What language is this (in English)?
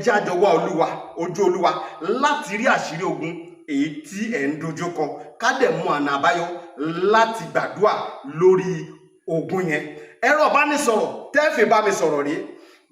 Yoruba